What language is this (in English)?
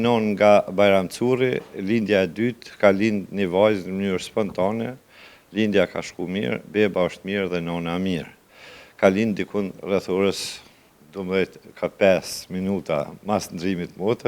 Albanian